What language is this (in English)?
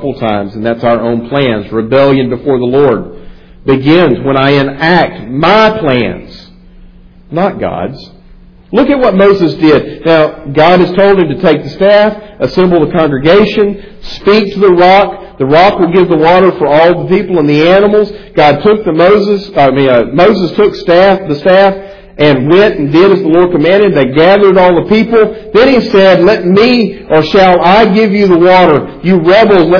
English